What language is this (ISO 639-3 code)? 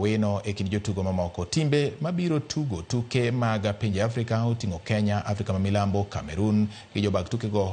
luo